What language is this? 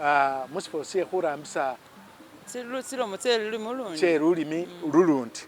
Masaaba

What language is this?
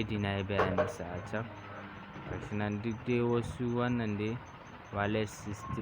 Hausa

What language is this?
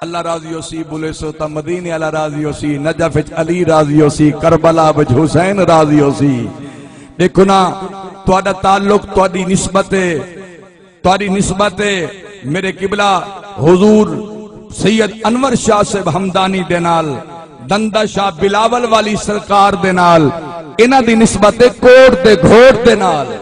Saraiki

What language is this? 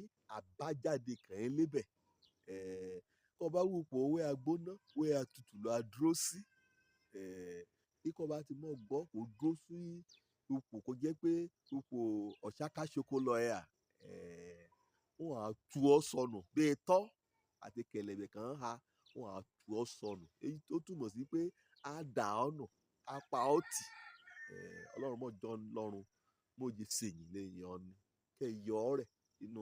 Yoruba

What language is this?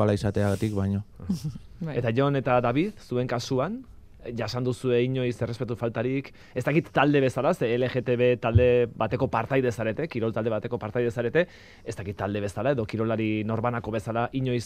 Basque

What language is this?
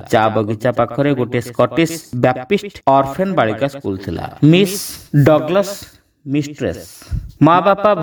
Odia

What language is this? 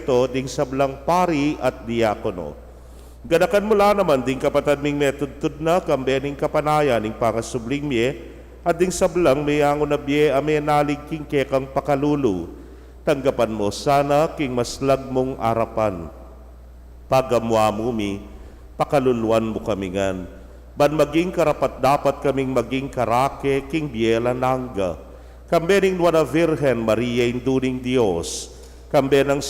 Pampanga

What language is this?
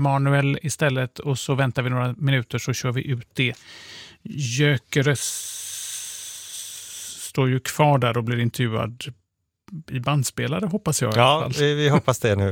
Swedish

